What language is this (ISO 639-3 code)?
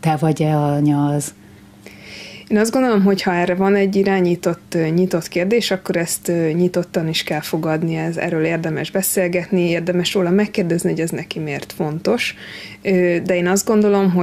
hun